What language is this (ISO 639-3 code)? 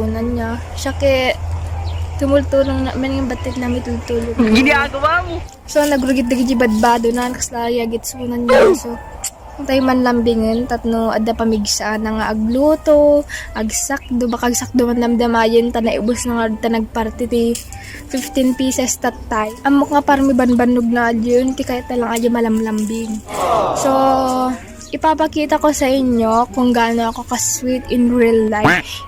ilo